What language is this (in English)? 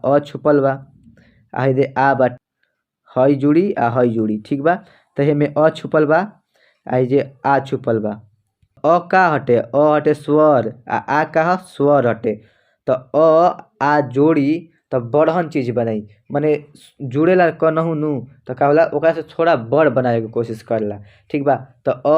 Bhojpuri